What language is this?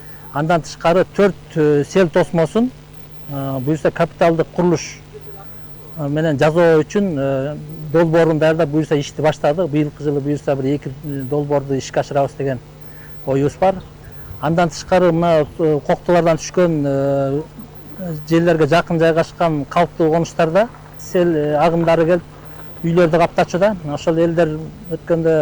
Kyrgyz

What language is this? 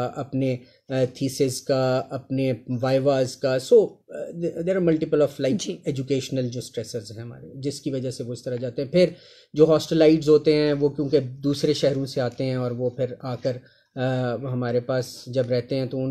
Urdu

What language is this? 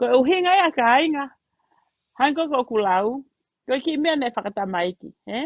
Tongan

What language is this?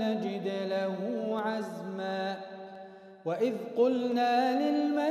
Arabic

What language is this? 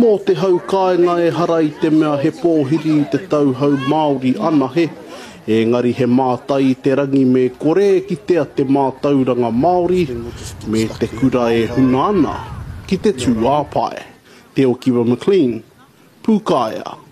Māori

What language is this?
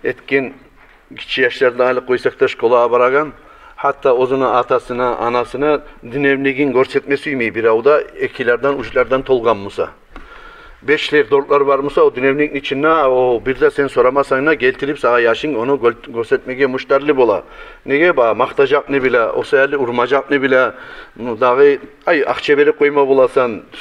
Kumyk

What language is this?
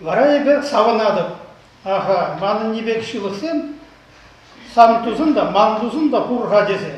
Chuvash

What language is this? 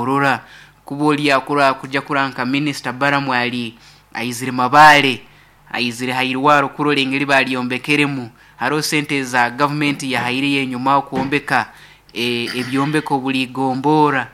Nyankole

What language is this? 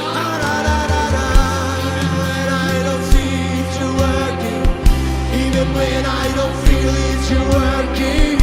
Tedim Chin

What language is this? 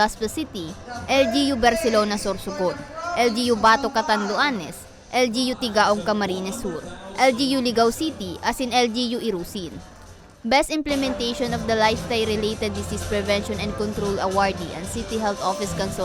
Bikol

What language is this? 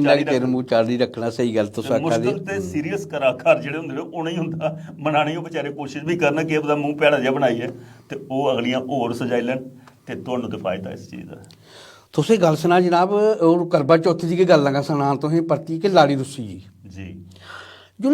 Dogri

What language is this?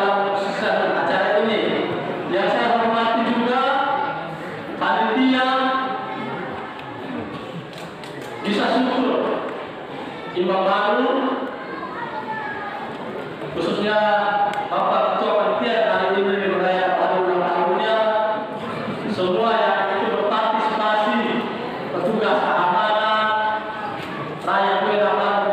Indonesian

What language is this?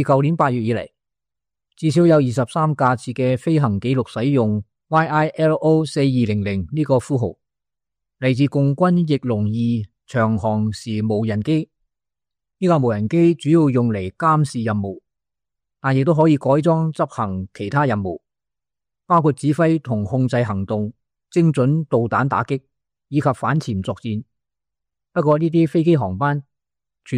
Cantonese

